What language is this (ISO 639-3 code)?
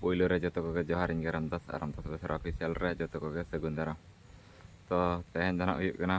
sat